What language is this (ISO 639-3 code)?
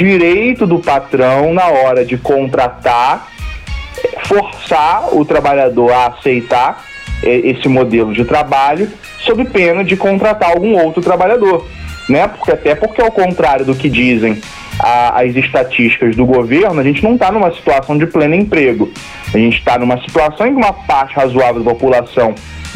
por